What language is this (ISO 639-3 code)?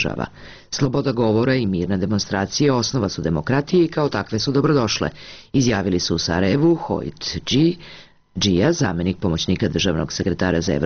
srp